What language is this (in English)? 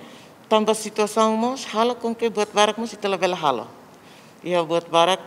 Tetum